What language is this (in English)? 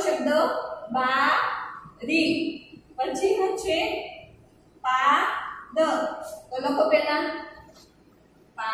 Gujarati